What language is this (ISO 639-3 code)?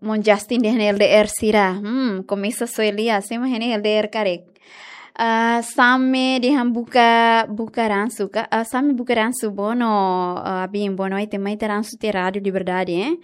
tet